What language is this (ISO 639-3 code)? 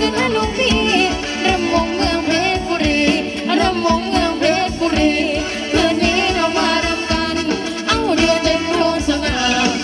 tha